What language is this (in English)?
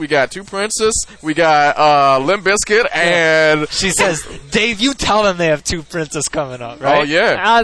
English